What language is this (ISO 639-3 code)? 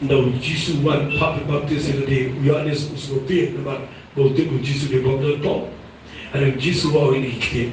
kha